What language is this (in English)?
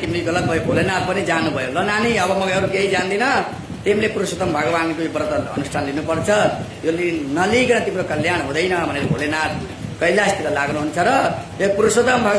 Nepali